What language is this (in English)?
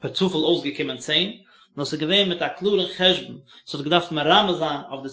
Yiddish